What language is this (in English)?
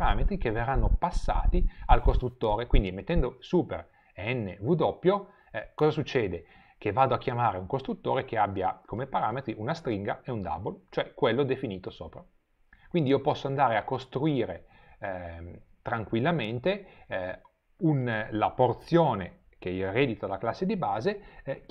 Italian